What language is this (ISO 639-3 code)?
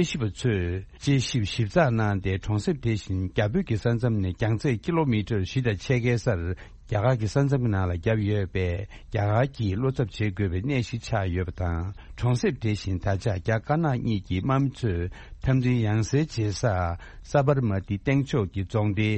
bod